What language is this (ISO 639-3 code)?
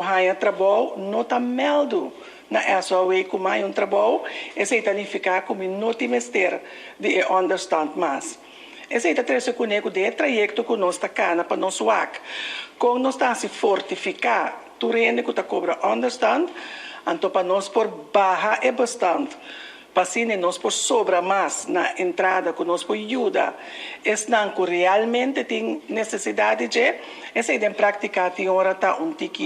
pap